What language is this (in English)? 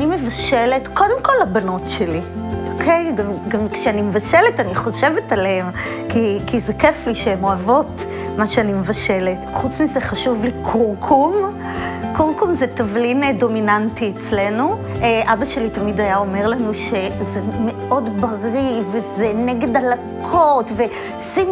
Hebrew